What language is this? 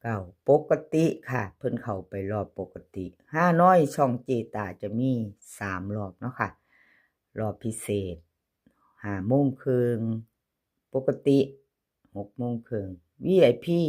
Lao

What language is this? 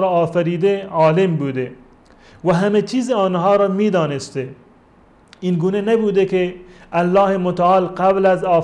Persian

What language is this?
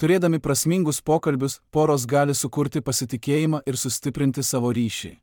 Lithuanian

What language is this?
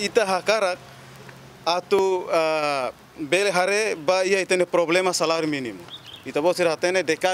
Tetum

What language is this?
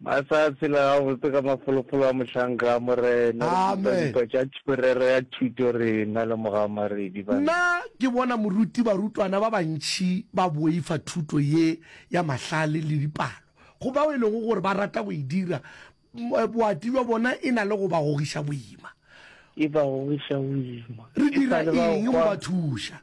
Northern Sotho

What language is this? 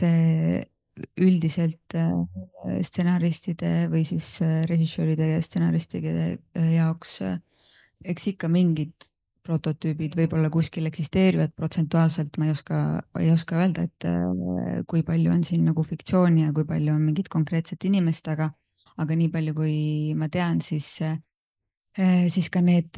Estonian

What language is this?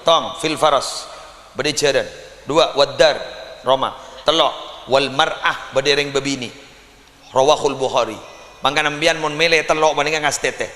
Madurese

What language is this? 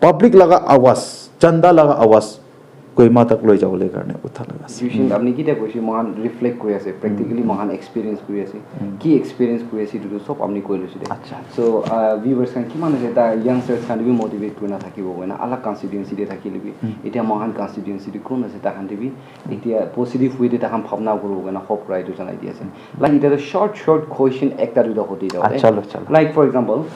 Naga Pidgin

